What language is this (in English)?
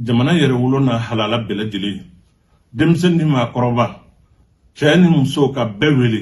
Bambara